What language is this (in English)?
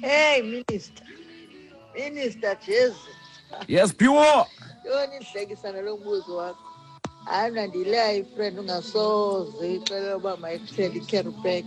Xhosa